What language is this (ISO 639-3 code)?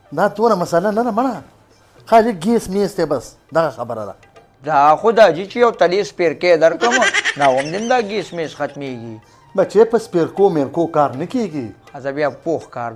pus